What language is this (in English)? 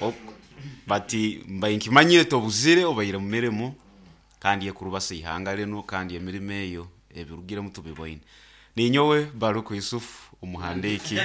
Nyoro